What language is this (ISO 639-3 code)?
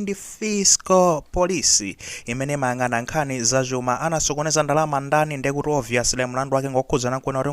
nya